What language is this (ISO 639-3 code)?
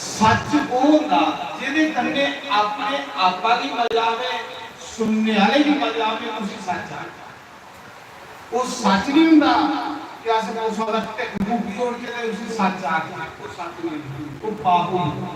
doi